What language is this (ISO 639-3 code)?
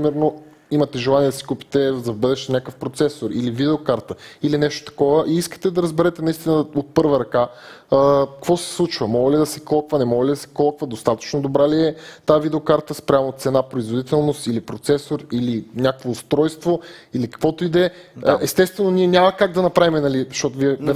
bul